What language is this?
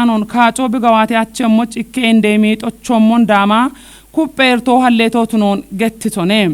Kafa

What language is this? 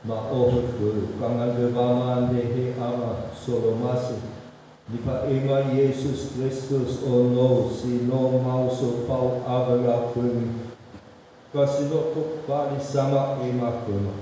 Nias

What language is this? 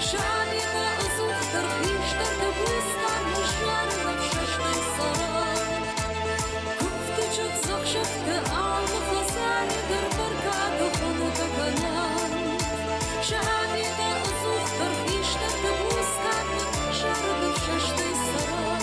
Ossetic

